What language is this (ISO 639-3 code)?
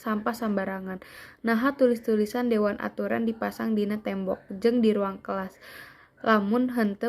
sun